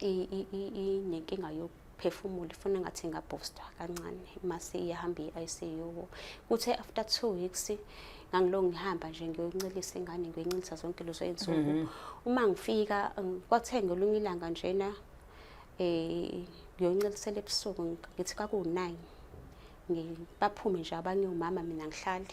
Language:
Zulu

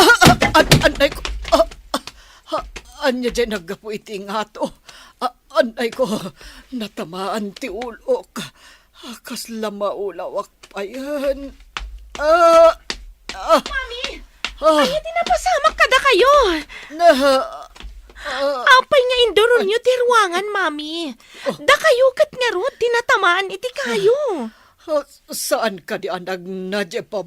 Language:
Iloko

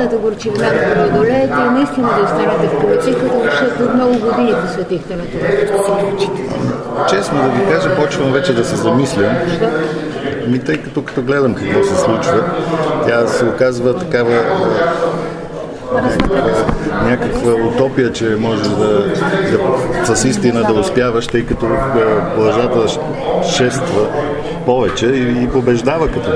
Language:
Bulgarian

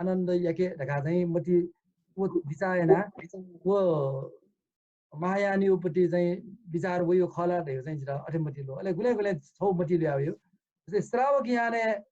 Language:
Newari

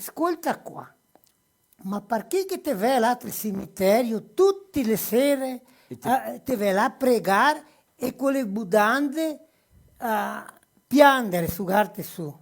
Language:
Venetian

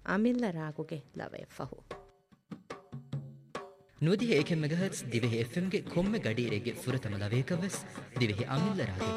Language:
Divehi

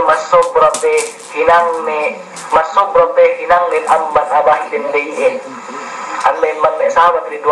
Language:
Yakan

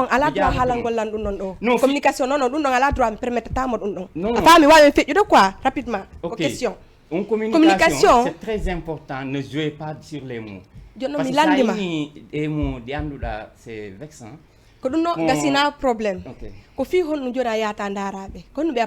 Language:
Fula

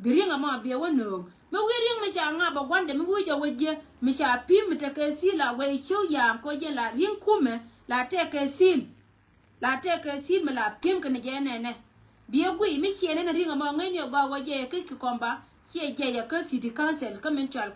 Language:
Nuer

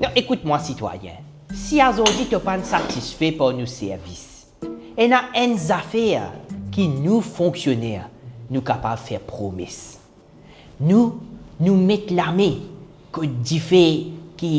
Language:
Morisyen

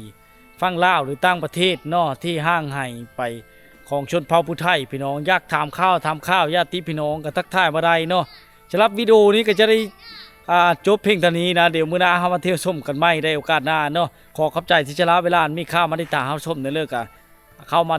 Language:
Lao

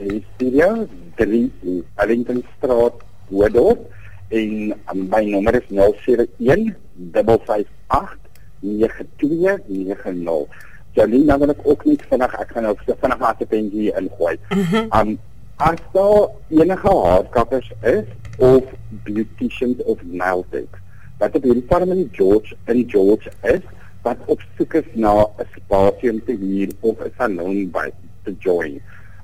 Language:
Afrikaans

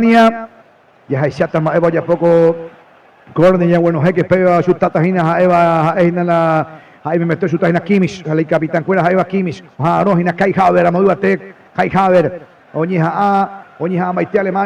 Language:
Guarani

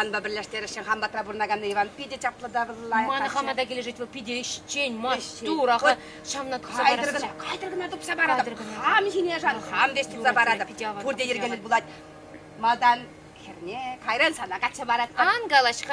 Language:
Chuvash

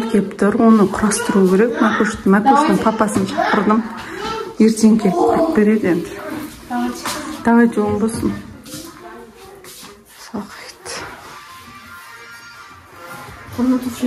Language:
Kazakh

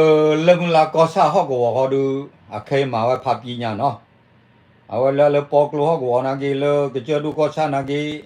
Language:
S'gaw Karen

